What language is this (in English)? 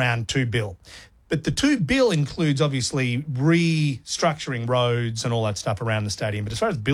English